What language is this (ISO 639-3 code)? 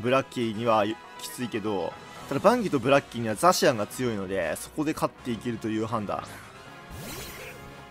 jpn